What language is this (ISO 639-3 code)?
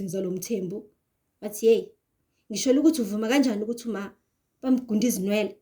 zul